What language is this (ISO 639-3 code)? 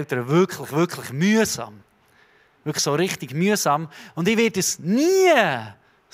gsw